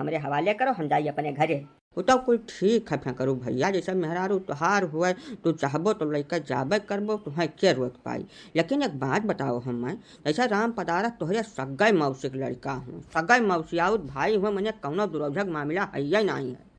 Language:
Awadhi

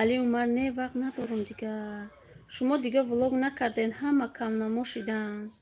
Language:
Tajik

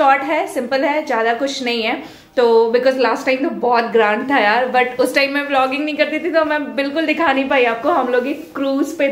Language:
Hindi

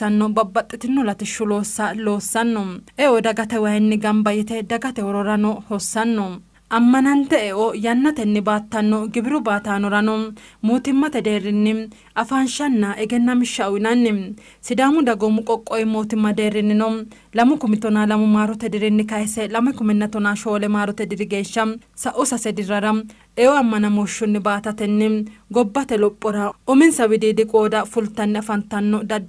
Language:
Sidamo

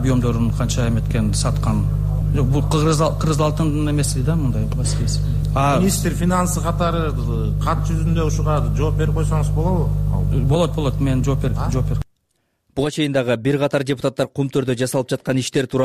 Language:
Kyrgyz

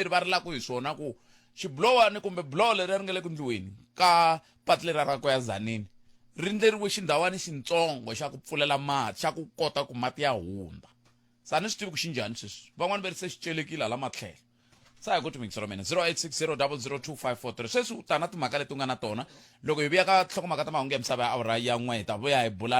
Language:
Tsonga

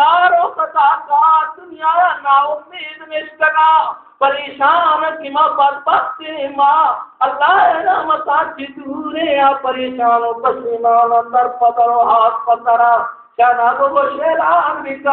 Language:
Baluchi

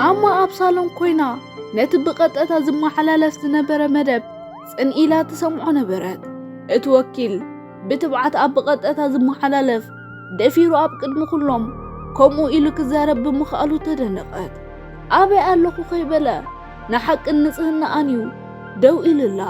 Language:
Tigrinya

